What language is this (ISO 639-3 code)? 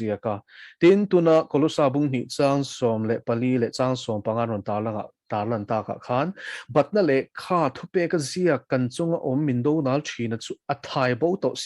lus